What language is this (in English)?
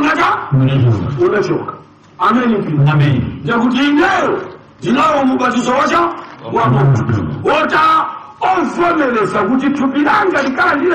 Nyanja